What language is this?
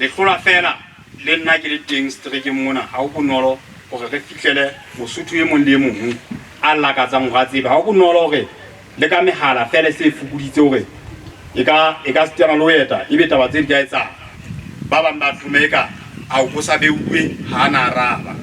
Southern Sotho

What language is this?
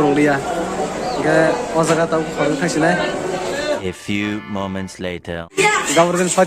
Kok Borok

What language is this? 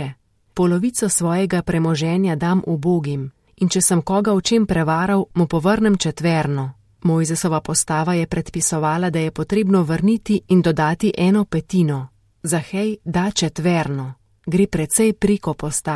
Slovenian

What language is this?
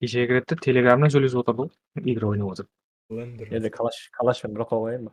Kara-Kalpak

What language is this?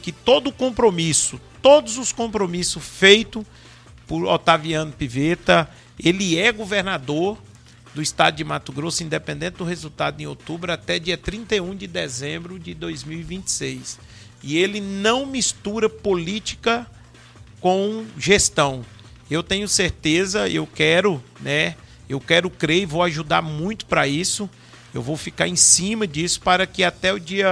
Portuguese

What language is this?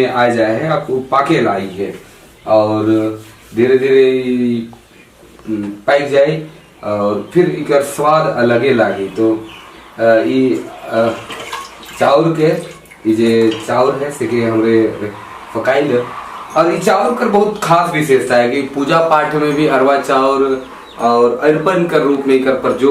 Sadri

